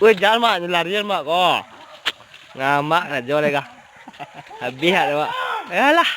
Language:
Minangkabau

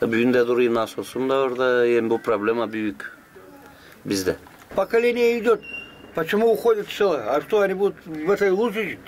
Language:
Gagauz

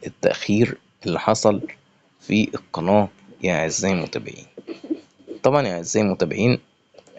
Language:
Egyptian Arabic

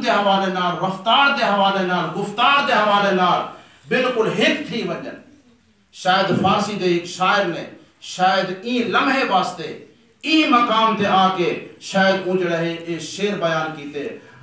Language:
Saraiki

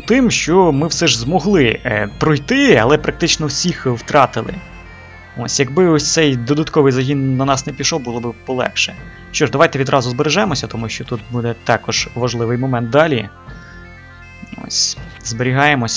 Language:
Ukrainian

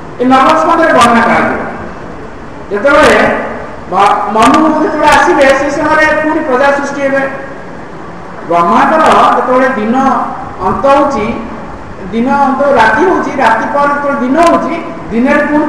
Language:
Odia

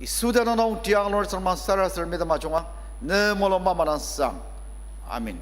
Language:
Ao Naga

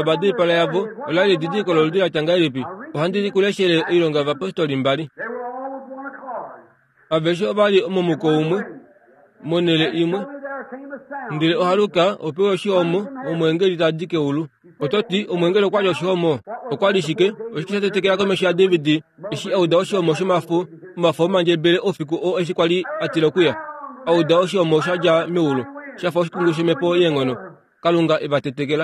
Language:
Kuanyama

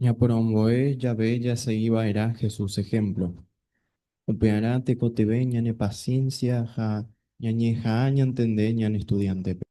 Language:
Guarani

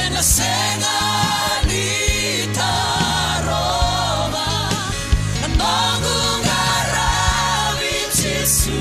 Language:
Fijian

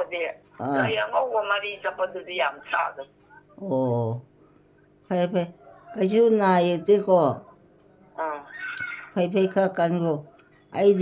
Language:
Manipuri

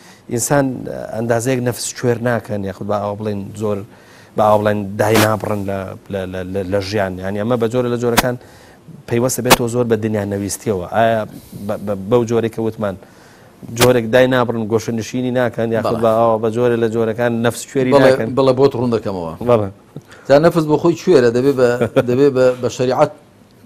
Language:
Central Kurdish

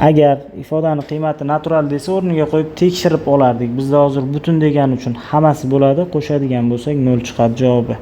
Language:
Uzbek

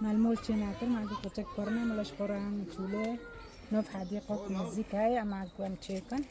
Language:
Kurdish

